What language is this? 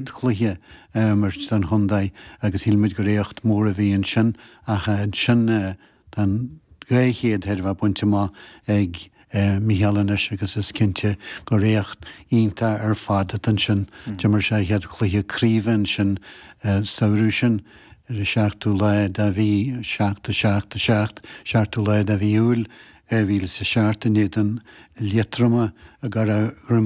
Irish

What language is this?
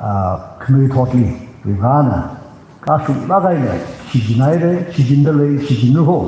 Tangkhul Naga (India)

